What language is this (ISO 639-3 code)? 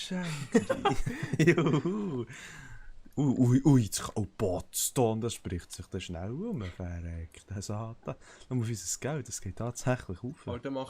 gsw